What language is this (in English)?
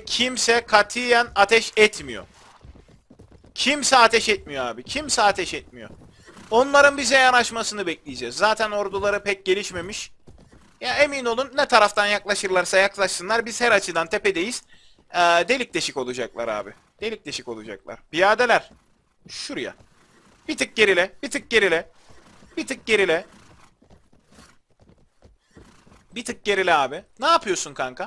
Turkish